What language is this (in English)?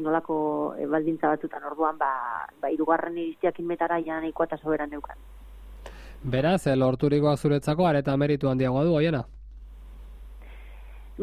Basque